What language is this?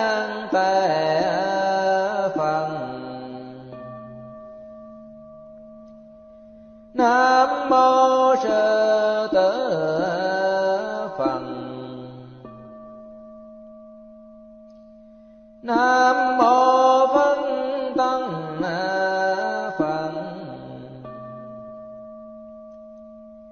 Vietnamese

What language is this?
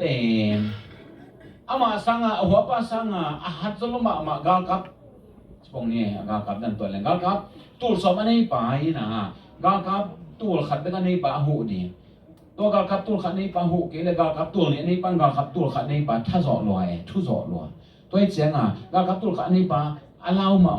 Tedim Chin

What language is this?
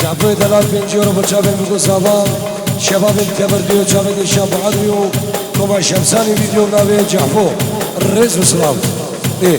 Kurdish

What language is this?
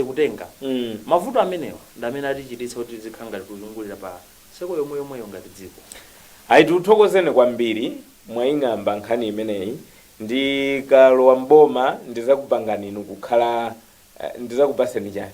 Nyanja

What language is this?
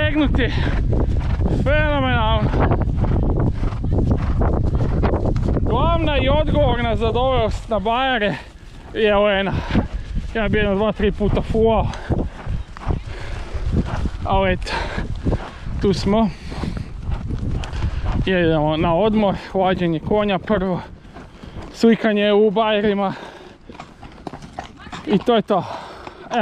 Croatian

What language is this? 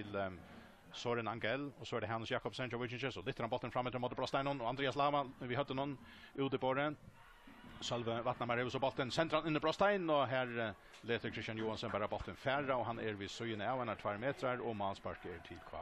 Faroese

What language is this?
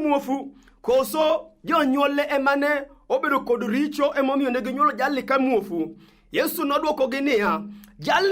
Luo (Kenya and Tanzania)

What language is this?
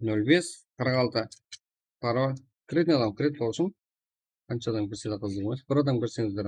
Kara-Kalpak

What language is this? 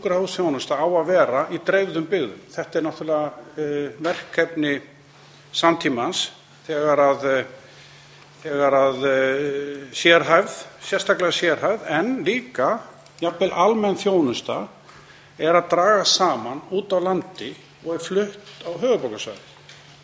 Icelandic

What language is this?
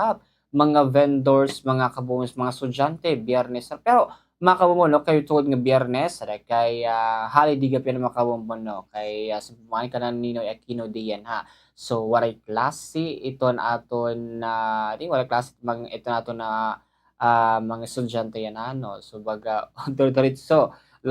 Waray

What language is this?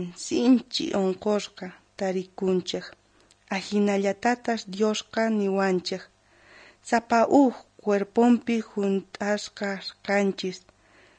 South Bolivian Quechua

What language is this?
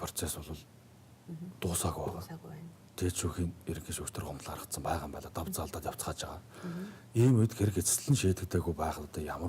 Mongolian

